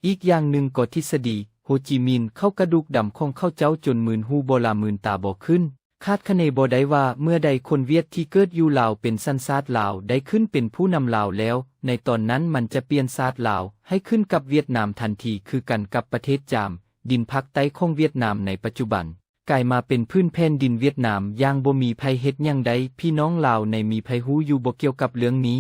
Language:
Lao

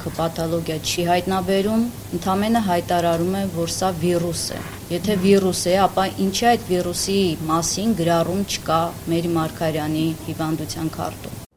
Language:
Armenian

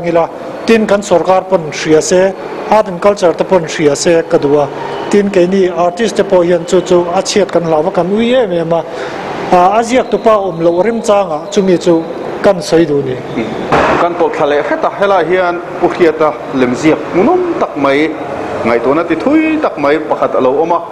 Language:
Mizo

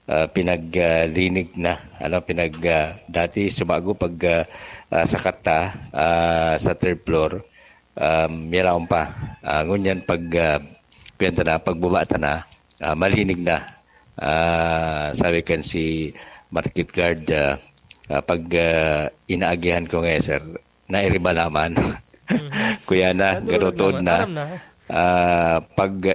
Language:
Bikol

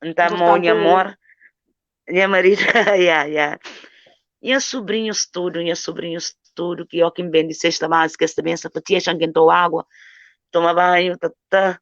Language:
Kabuverdianu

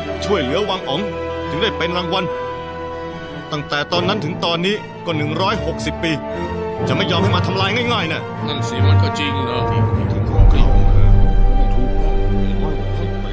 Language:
Thai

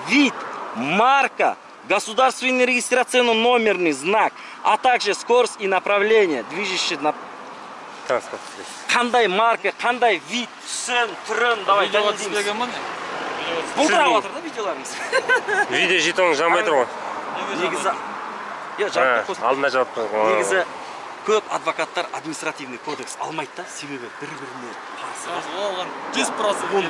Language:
Kazakh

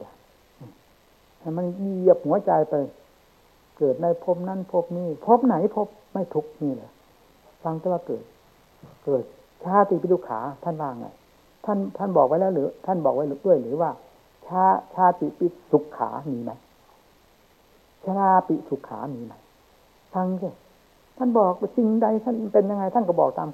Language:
Thai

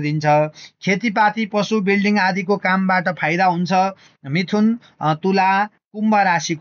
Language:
Nepali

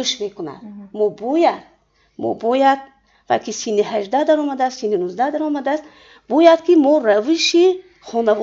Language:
Tajik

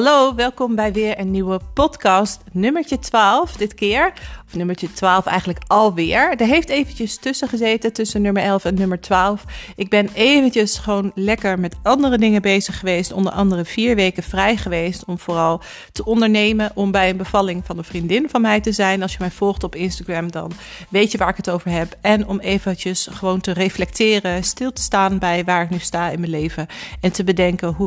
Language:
Dutch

